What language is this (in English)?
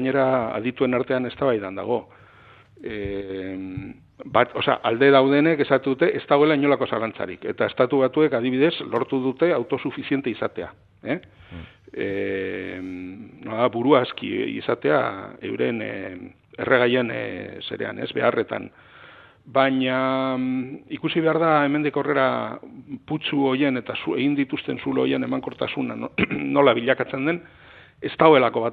Basque